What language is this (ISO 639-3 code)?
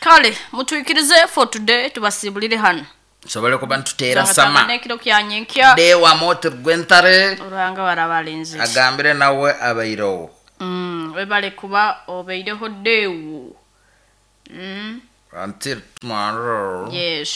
nyo